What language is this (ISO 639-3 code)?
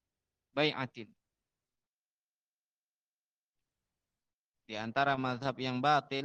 ind